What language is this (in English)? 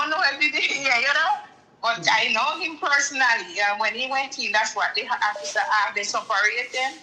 Jamaican Creole English